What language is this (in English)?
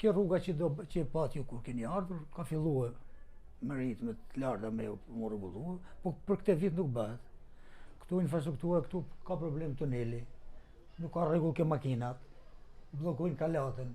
Albanian